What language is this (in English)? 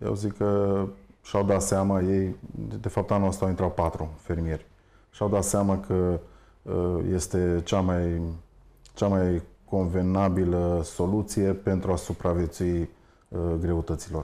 Romanian